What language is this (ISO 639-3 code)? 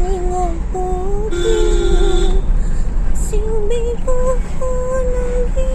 mni